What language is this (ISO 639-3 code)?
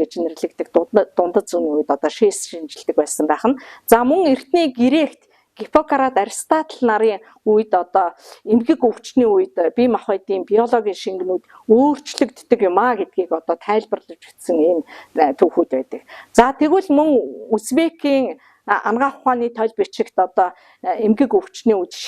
mon